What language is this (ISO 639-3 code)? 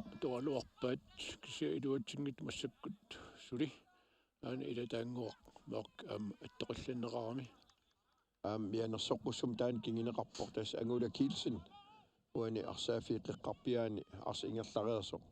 kal